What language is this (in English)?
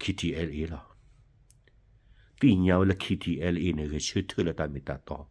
S'gaw Karen